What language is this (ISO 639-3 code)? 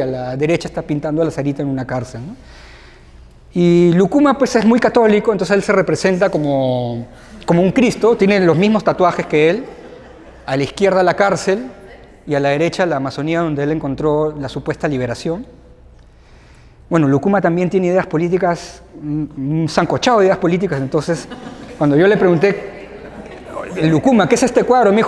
spa